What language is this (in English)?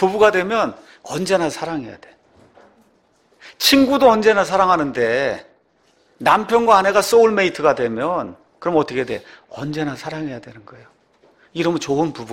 Korean